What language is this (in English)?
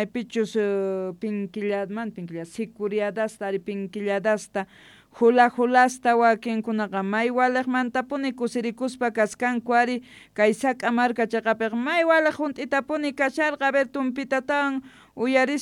South Bolivian Quechua